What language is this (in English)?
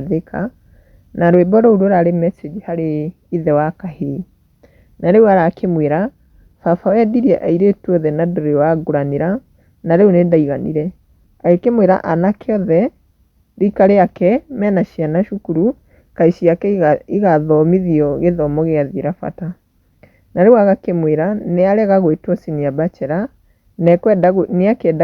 Kikuyu